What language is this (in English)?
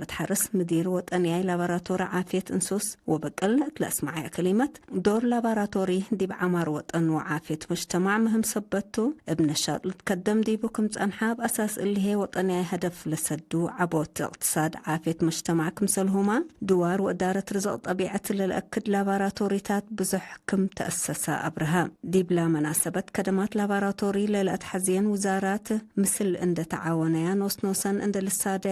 Tigre